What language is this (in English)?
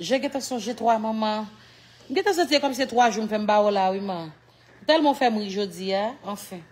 Haitian Creole